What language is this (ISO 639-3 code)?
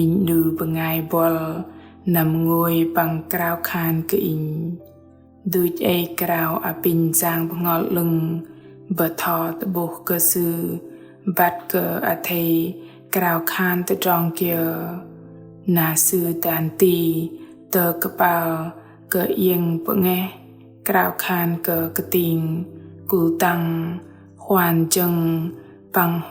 bdq